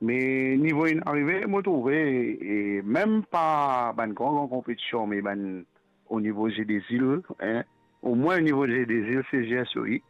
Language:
Morisyen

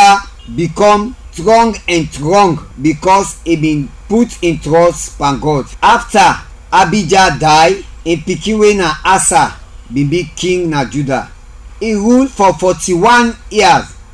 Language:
Krio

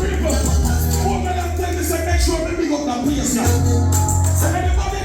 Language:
Jamaican Creole English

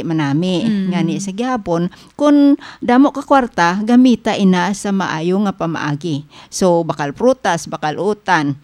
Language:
Hiligaynon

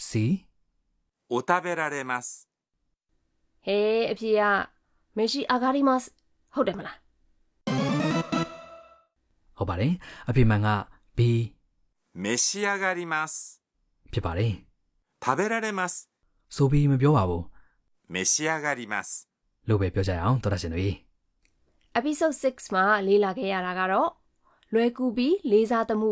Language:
Burmese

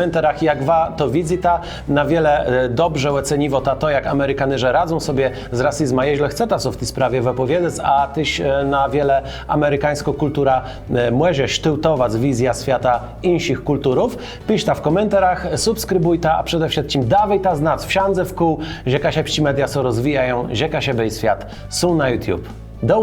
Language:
Kashubian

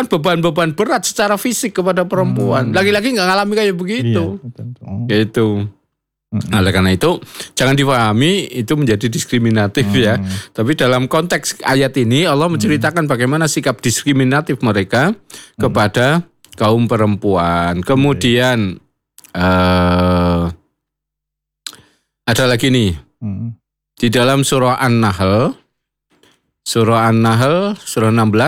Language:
Indonesian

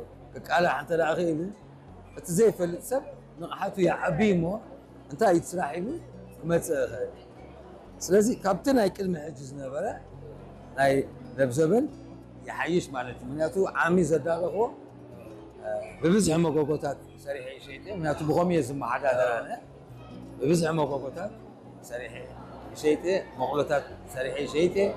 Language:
Tigrinya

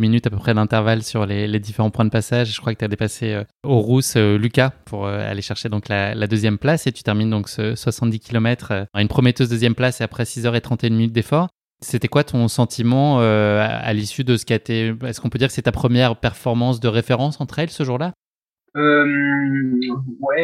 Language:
French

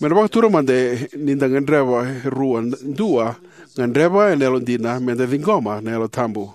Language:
Fijian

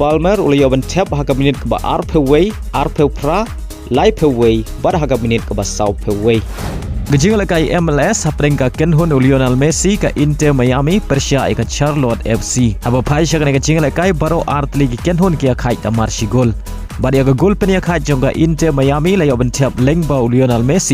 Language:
Khasi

